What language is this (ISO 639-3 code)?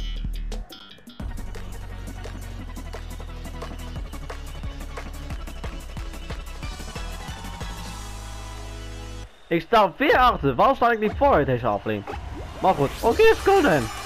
nld